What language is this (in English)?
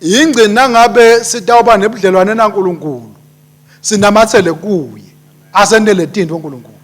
Swati